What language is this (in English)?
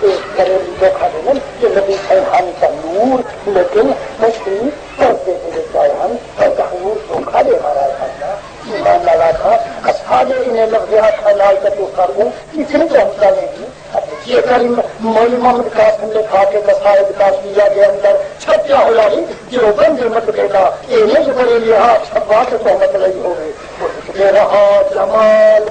Saraiki